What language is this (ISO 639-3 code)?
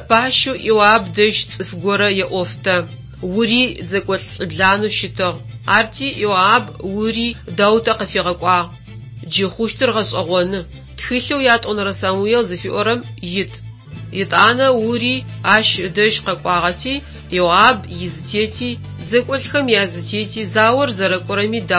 ady